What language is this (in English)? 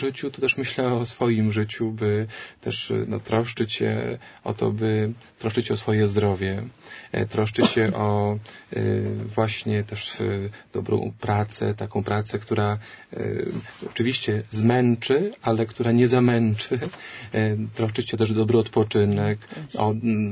Polish